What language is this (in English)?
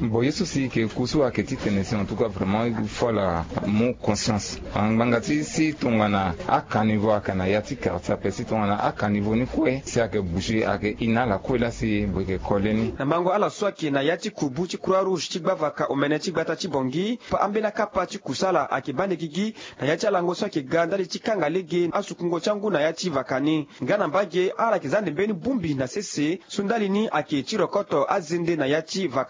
Sango